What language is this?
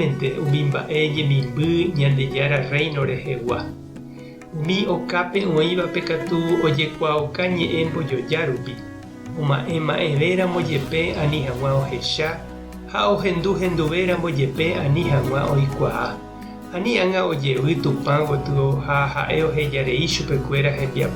Guarani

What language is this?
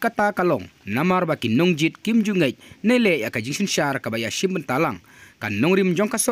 Khasi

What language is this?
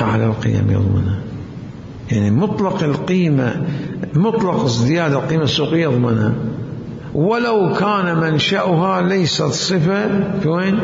Mesopotamian Arabic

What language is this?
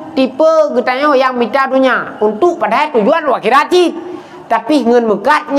Achinese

